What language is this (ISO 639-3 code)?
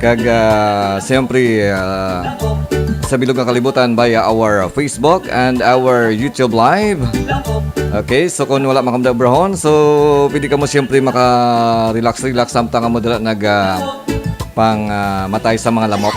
hil